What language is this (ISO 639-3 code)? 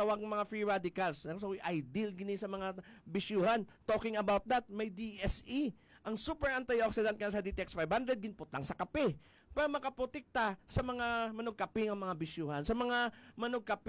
hil